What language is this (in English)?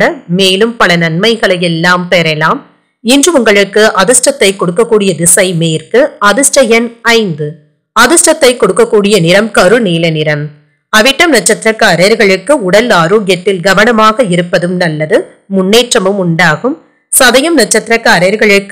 Tamil